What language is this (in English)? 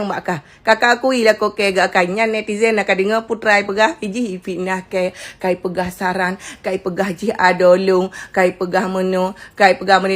Achinese